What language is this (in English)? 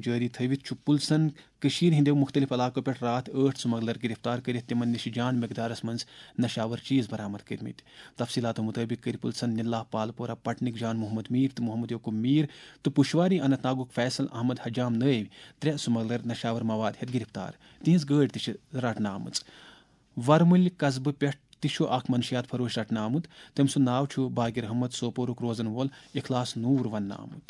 Kashmiri